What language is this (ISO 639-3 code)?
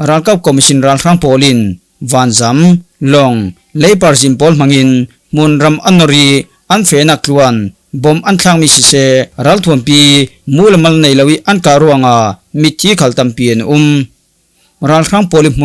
cfm